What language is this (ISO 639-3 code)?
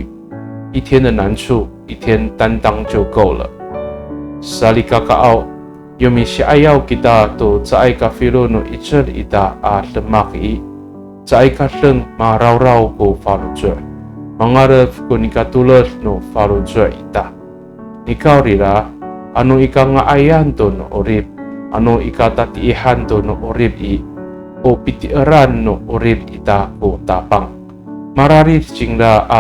ami